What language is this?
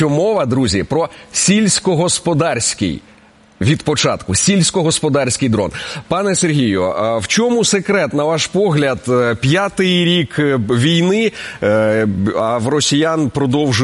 Ukrainian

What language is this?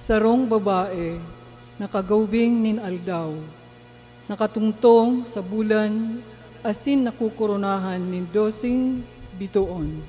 Bikol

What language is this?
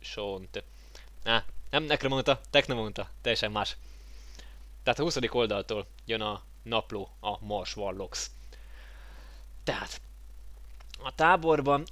Hungarian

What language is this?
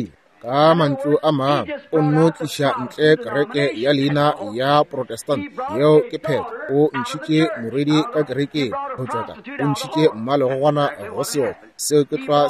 Northern Sotho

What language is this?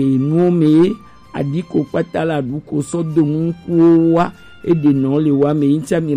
Gen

